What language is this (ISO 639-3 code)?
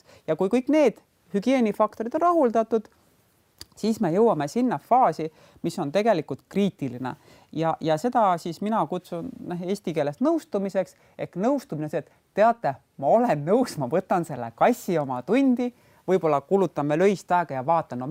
est